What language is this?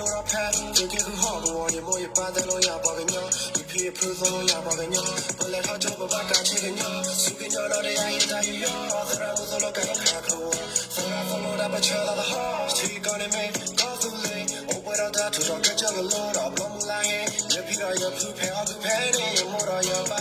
S'gaw Karen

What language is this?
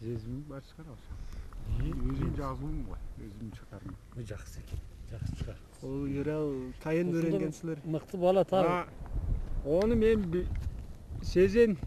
Tuvinian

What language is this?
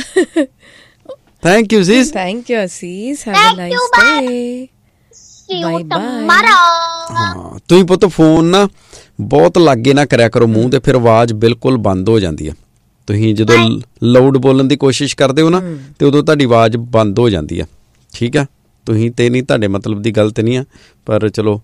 Punjabi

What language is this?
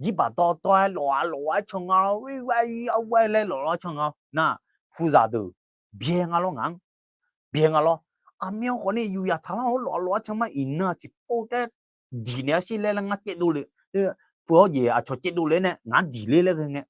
Akha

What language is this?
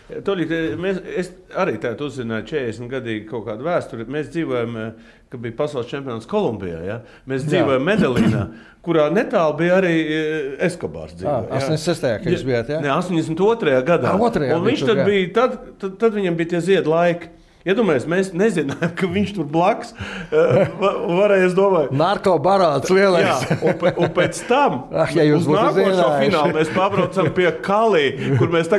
Latvian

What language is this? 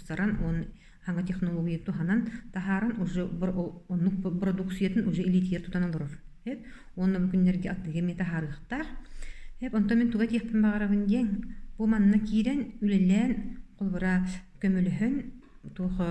Yakut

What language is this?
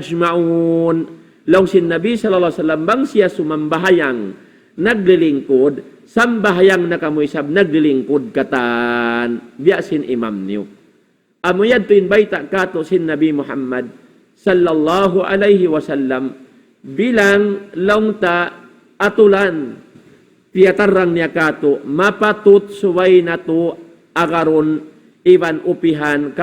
Tausug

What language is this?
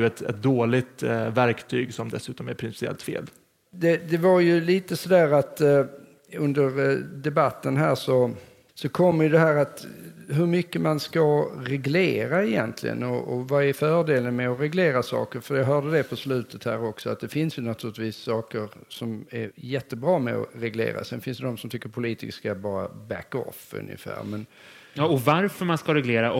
Swedish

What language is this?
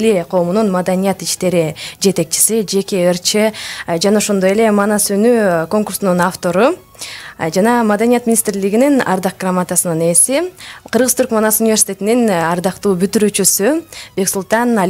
Kyrgyz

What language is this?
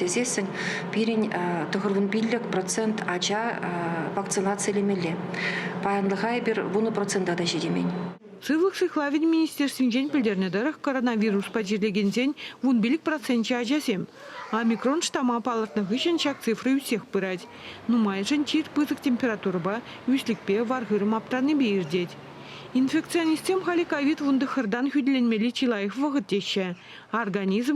Chuvash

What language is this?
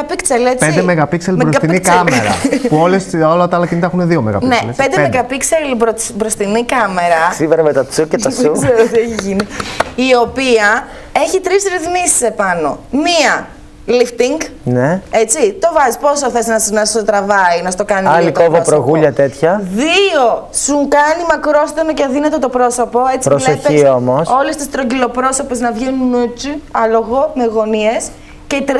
Greek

